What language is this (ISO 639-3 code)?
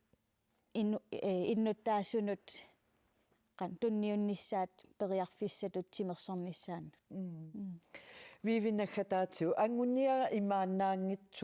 kal